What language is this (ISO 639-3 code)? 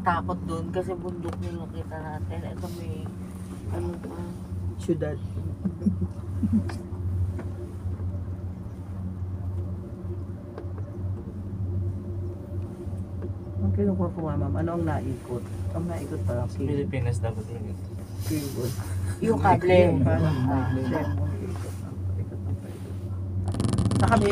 fil